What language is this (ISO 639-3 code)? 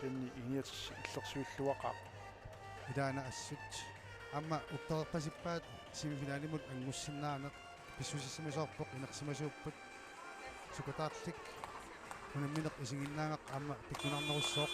kal